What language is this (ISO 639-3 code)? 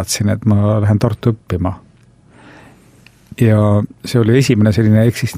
est